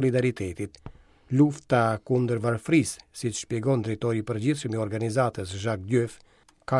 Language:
Albanian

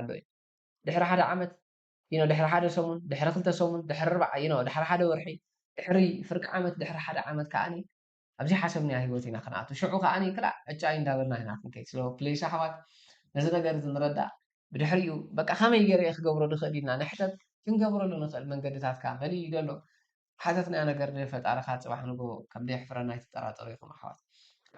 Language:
Tigrinya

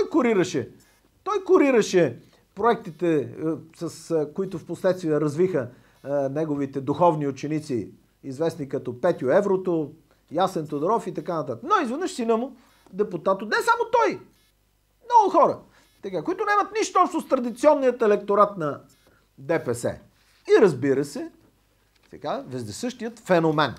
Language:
Bulgarian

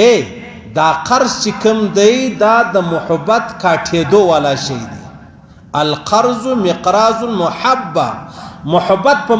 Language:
Pashto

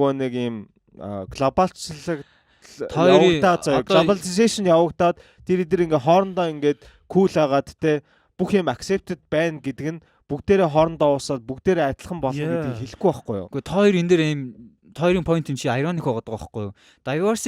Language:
Mongolian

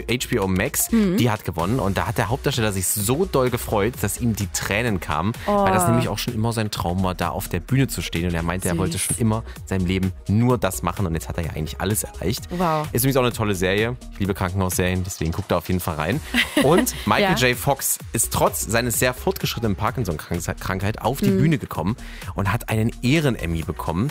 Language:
German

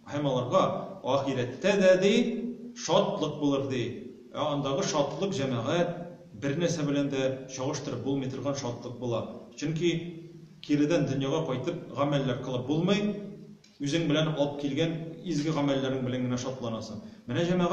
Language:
Tatar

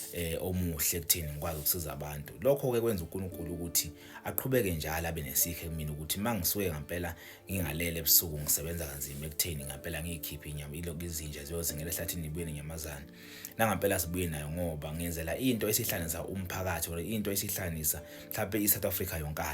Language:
Zulu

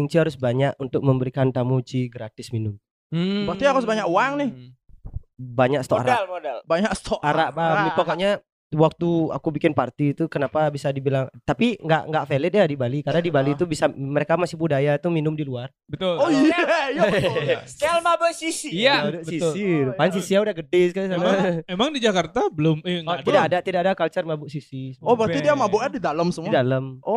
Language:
Indonesian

